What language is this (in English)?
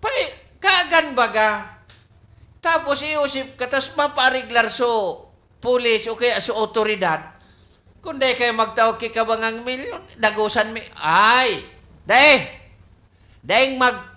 Bikol